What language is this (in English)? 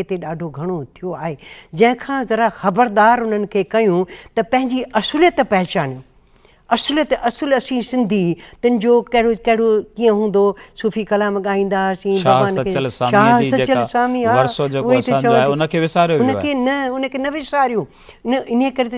Sindhi